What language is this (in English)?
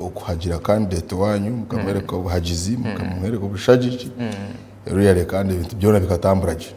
Nyankole